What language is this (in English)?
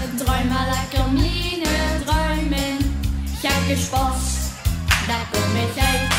Limburgish